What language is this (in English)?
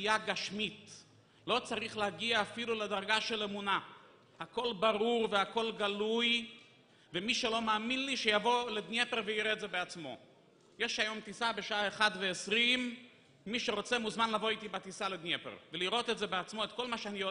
Hebrew